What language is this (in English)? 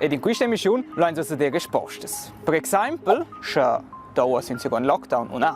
Romansh